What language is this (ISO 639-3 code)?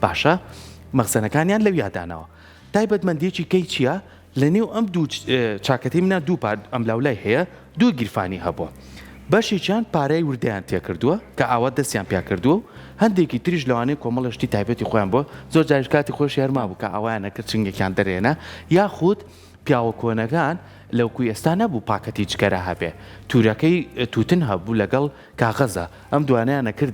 ckb